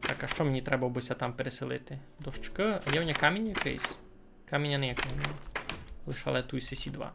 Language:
Rusyn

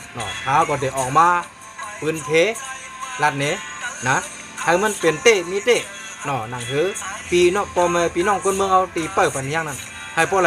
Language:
Shan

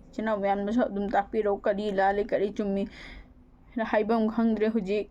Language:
Manipuri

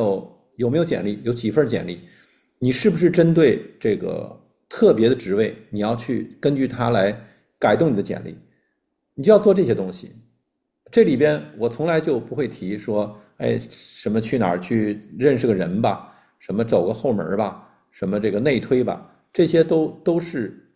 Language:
Chinese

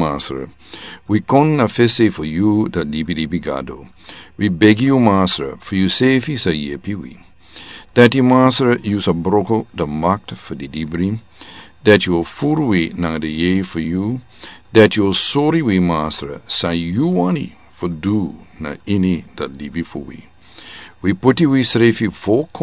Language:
Sranan Tongo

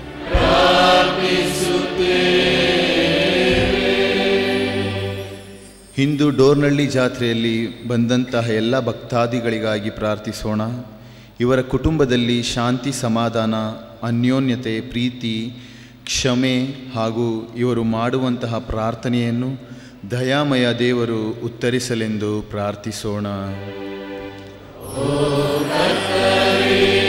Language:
Kannada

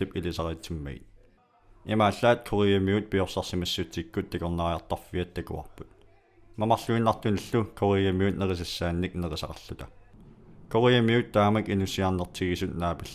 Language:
Kalaallisut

